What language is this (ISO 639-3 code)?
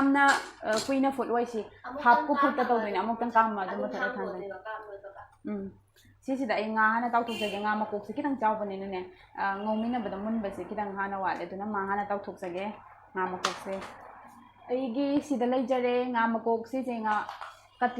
mni